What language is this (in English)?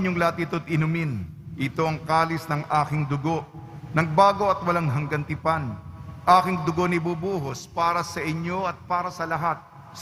Filipino